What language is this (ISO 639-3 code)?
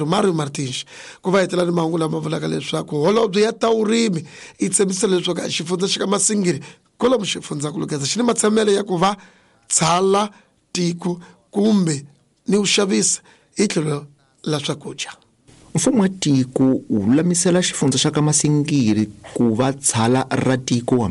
tso